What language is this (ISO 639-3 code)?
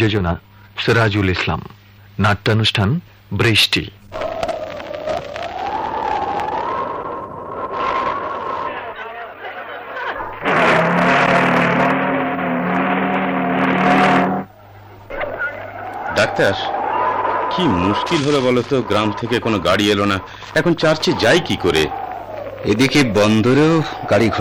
ben